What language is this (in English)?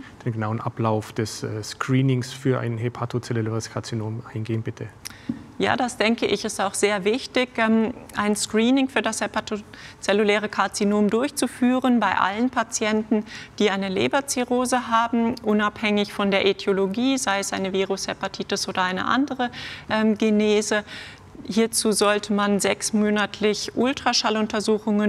German